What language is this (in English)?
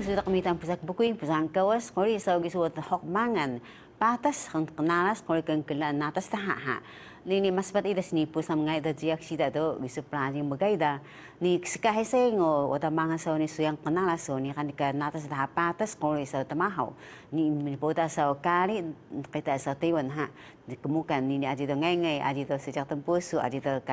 Taroko